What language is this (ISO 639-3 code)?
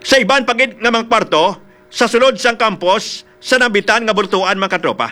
hil